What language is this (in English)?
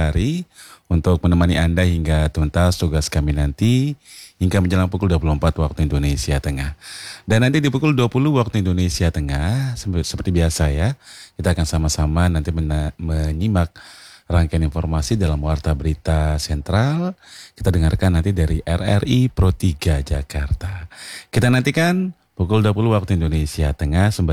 Indonesian